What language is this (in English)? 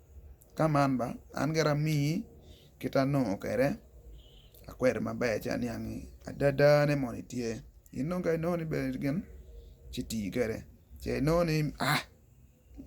Acoli